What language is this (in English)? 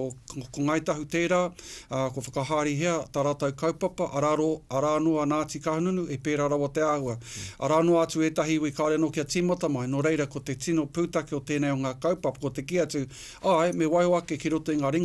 Māori